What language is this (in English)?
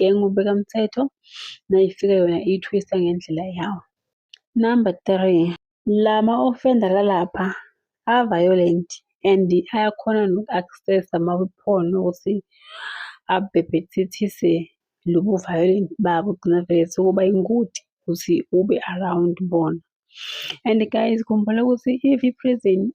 Zulu